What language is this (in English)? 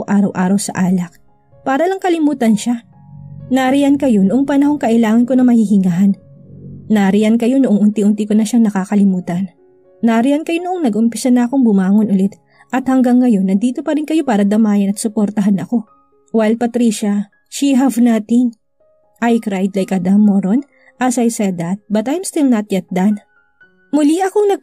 Filipino